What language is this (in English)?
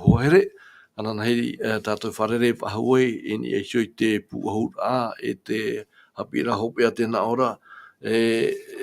Tahitian